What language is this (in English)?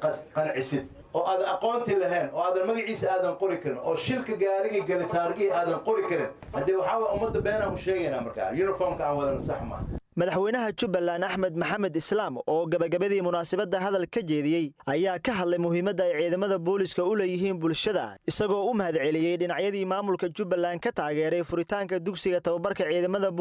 Somali